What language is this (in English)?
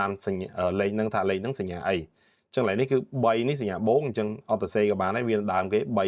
Khmer